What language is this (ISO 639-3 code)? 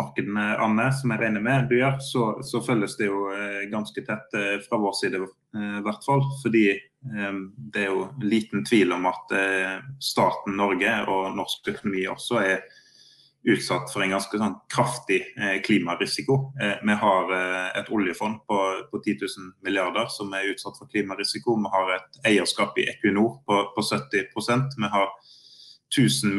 nor